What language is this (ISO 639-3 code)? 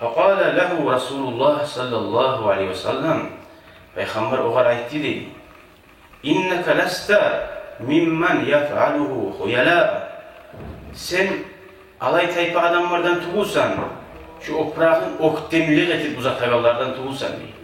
kum